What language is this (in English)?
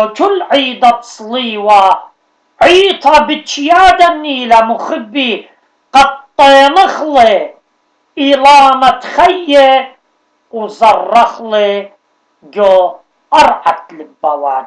Assyrian Neo-Aramaic